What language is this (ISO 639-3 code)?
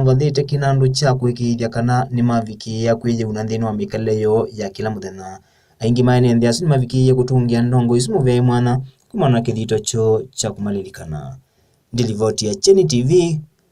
kam